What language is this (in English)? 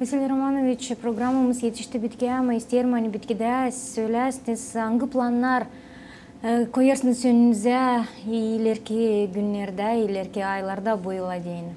Gagauz